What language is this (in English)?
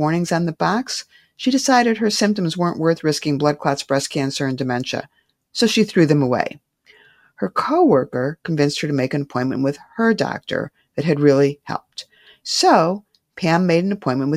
English